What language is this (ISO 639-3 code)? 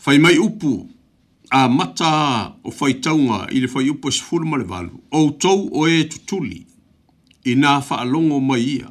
smo